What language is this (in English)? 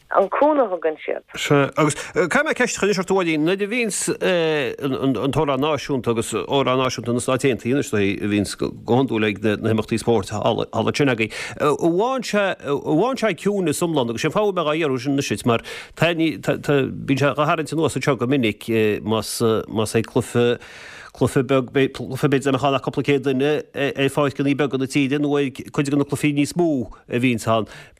Irish